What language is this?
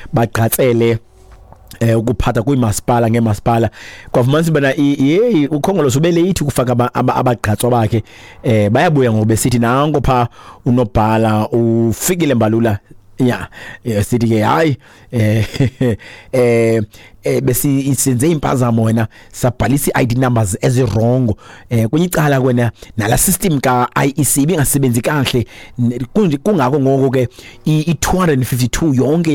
Xhosa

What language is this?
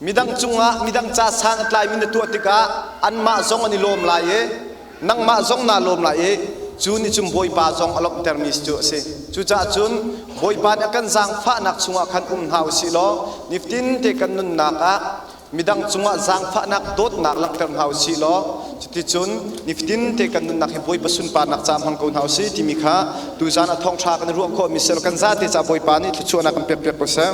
Hakha Chin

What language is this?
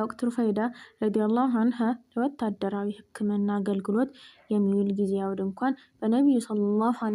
Amharic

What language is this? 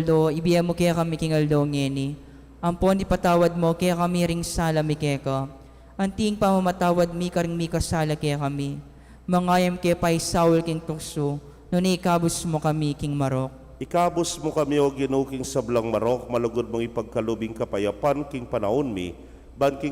Pampanga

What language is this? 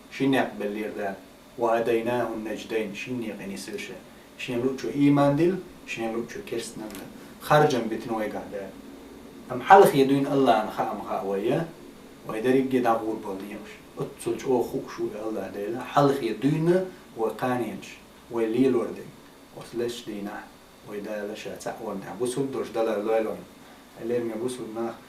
Chechen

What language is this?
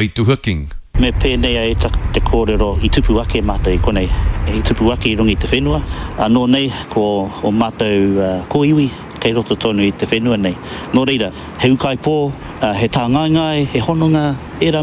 Māori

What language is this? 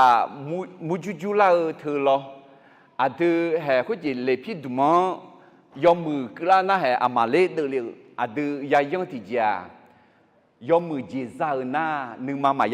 Akha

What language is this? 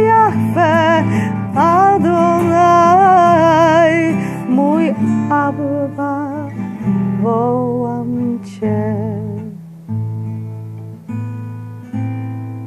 Polish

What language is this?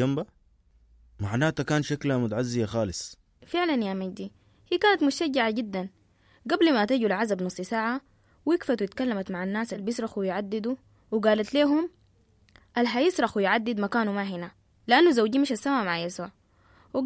Sudanese Arabic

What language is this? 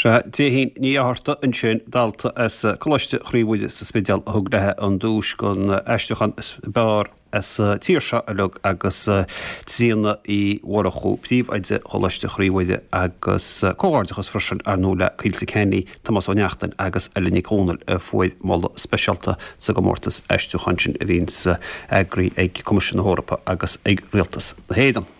Irish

